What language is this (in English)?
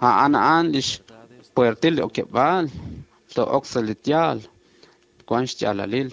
Kekchí